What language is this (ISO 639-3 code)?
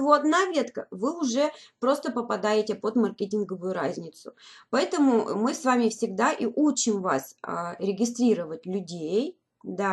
rus